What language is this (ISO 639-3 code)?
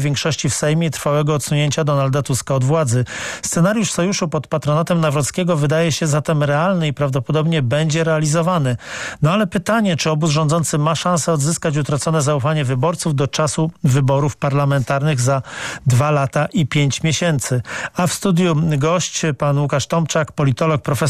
pol